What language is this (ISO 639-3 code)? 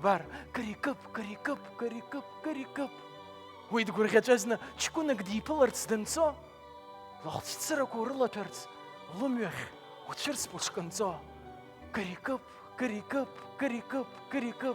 abk